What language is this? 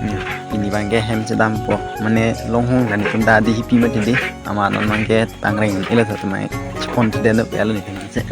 Karbi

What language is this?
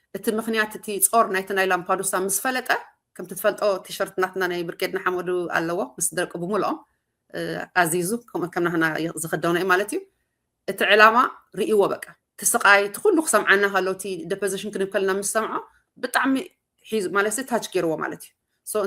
Tigrinya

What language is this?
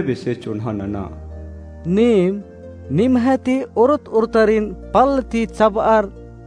Kurukh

